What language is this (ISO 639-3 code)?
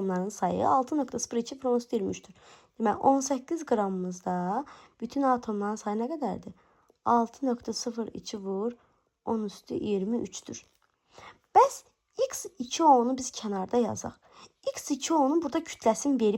aze